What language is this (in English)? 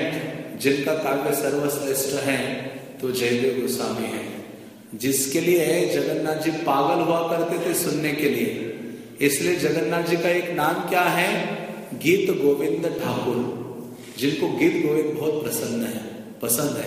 Hindi